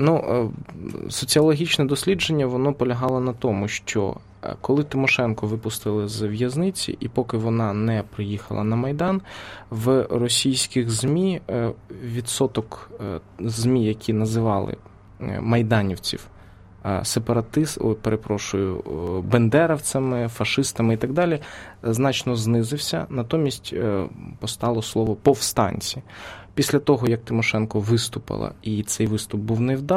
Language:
Ukrainian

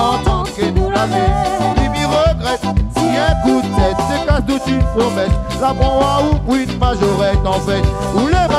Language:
Réunion Creole French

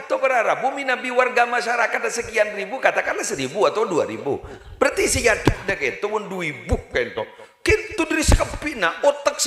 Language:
Madurese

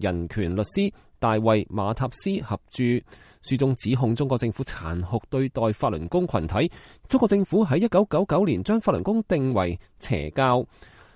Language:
Cantonese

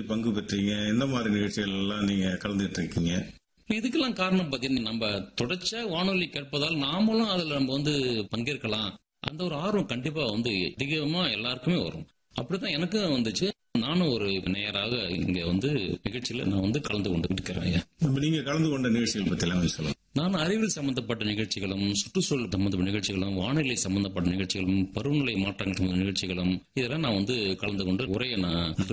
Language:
Tamil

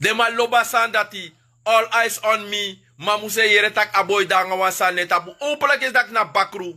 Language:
Sranan Tongo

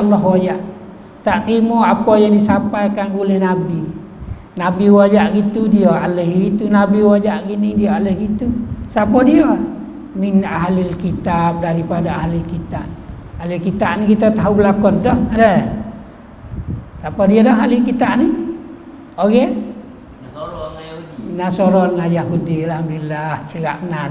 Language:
Malay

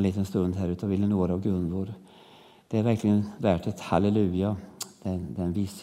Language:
Swedish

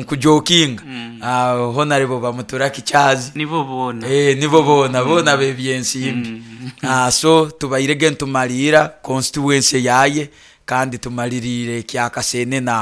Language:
Nyoro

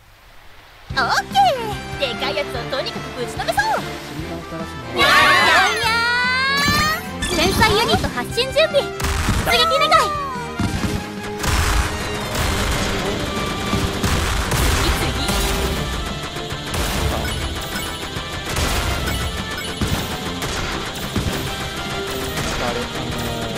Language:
Japanese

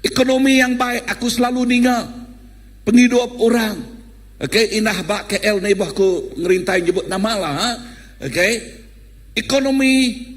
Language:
Iban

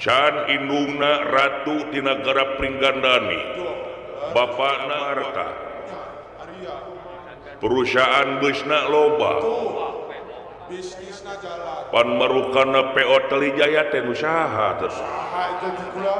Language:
Sundanese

